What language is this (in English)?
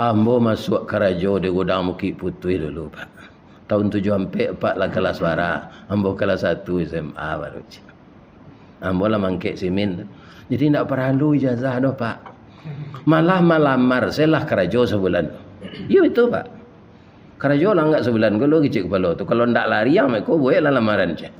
Minangkabau